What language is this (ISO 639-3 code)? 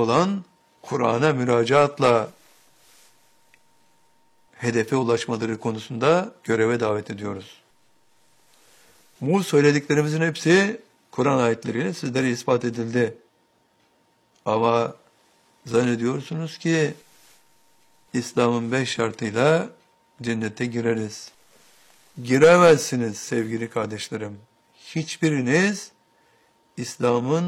tur